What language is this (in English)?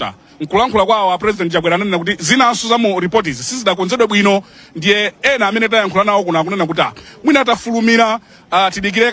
Nyanja